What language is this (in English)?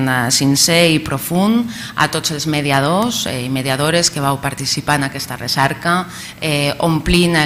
Catalan